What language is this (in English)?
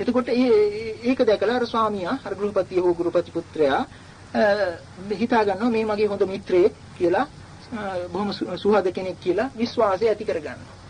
Sinhala